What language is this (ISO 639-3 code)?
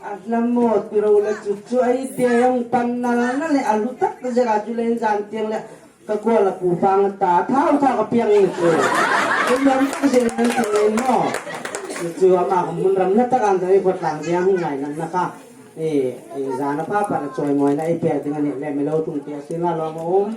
hmr